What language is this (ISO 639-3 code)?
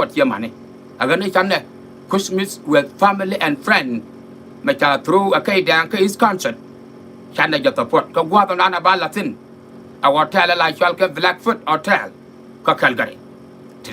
nus